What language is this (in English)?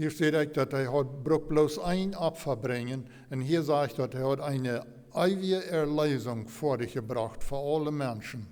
Plautdietsch